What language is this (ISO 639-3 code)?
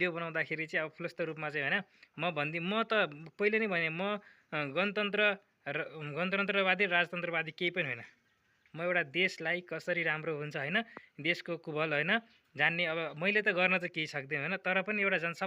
nep